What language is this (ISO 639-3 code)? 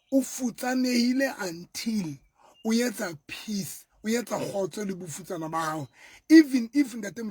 sot